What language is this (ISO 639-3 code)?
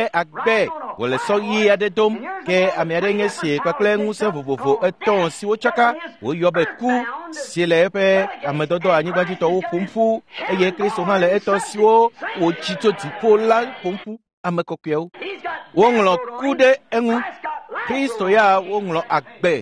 ewe